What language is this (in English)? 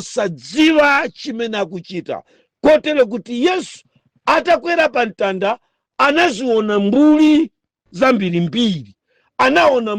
Nyanja